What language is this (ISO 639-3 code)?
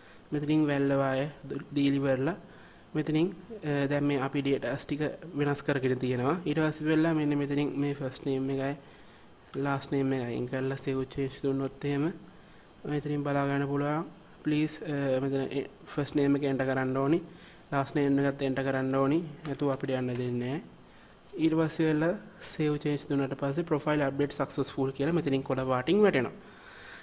sin